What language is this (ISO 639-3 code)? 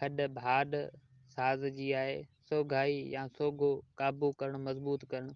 snd